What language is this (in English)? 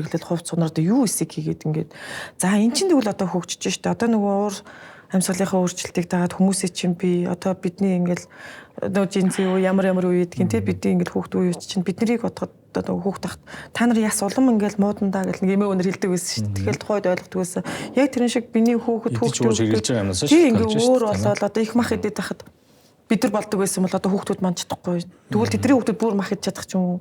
Mongolian